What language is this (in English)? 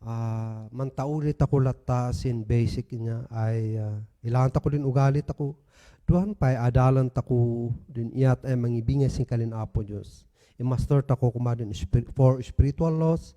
Kankanaey